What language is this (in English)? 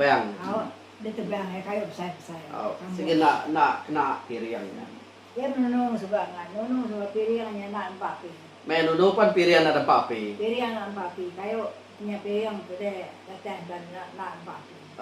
Iban